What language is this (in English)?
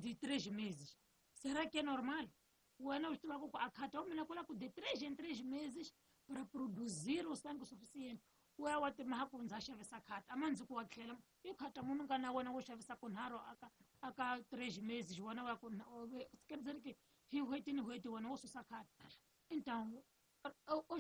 Tsonga